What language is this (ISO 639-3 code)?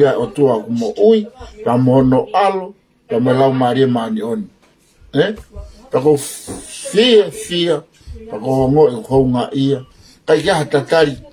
ton